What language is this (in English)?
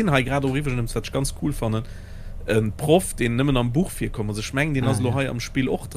Luxembourgish